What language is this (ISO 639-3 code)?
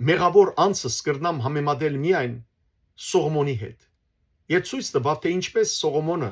hyw